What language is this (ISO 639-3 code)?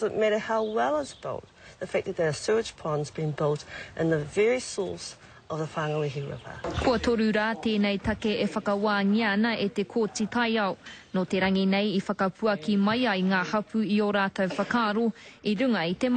mri